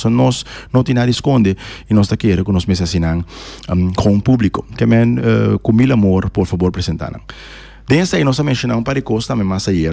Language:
Papiamento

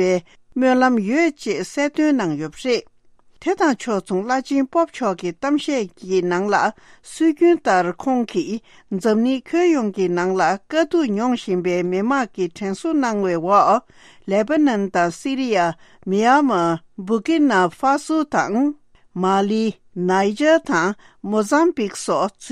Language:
Tibetan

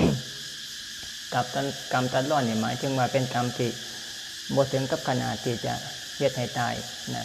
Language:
Lao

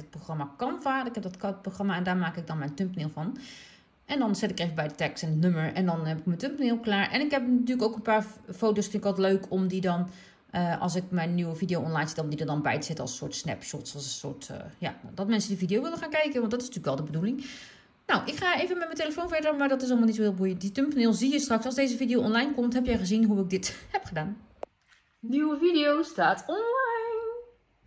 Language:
Dutch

